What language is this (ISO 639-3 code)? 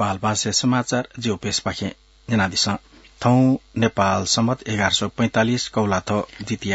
new